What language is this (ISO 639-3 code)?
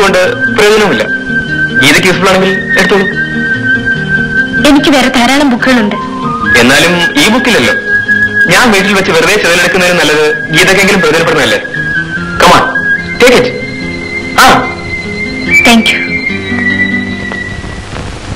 mal